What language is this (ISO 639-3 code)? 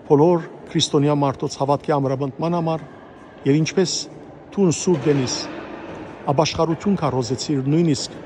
hyw